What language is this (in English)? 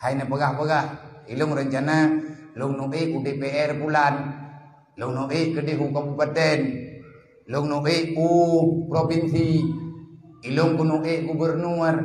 Achinese